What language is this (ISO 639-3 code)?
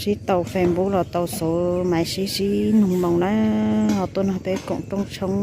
hmn